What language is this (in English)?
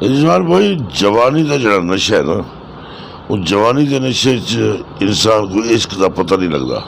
Saraiki